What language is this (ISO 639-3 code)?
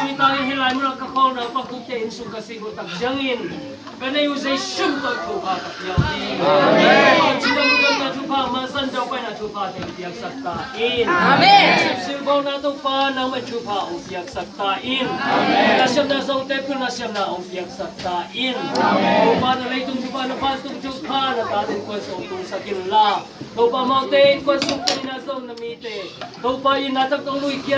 ctd